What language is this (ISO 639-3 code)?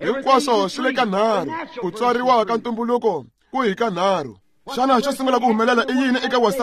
tso